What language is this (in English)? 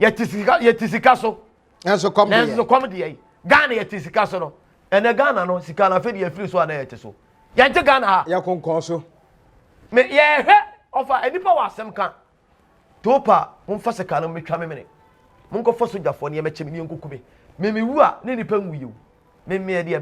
Akan